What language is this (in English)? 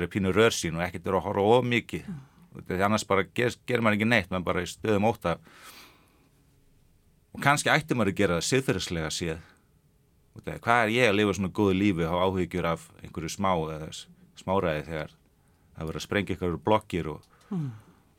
Icelandic